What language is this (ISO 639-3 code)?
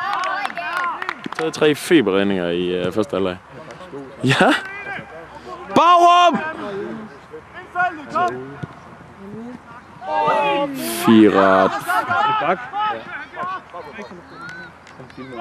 dan